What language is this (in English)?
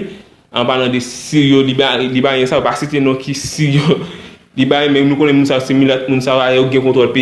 Haitian Creole